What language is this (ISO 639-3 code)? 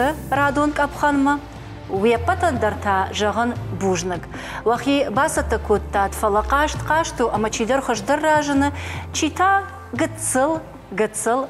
oss